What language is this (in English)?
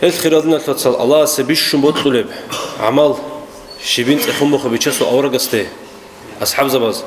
Avaric